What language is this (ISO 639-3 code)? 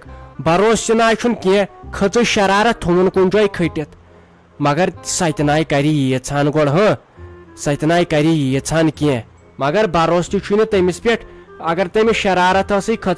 kas